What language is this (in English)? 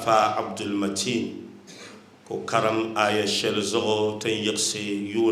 Dagbani